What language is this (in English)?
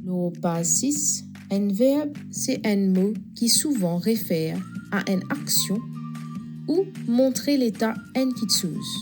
Morisyen